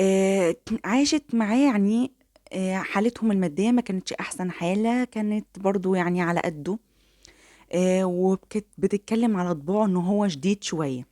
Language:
Egyptian Arabic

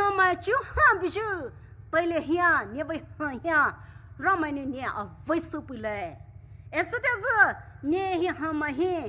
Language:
Poumei Naga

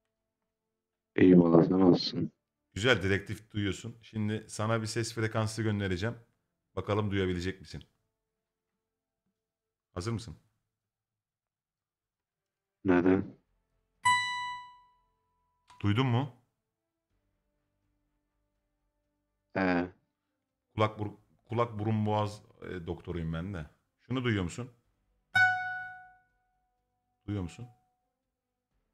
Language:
Turkish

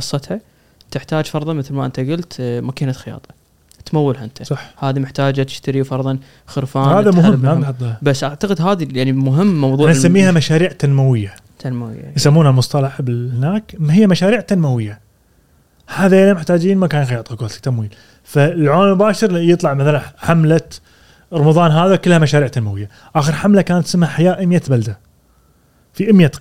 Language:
Gulf Arabic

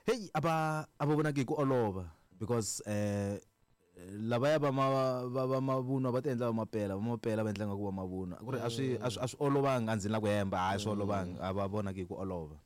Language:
Tsonga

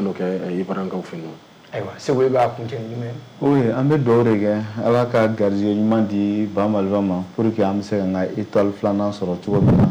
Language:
Bambara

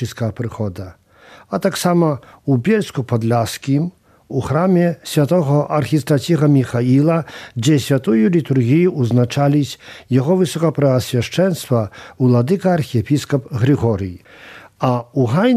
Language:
Belarusian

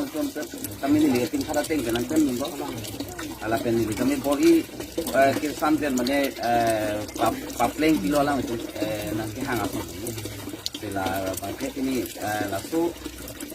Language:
Karbi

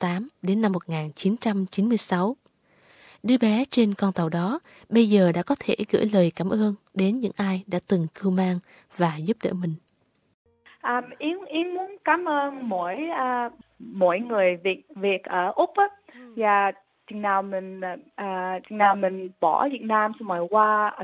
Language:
Vietnamese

